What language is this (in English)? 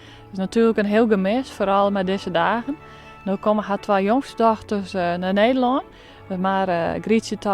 Western Frisian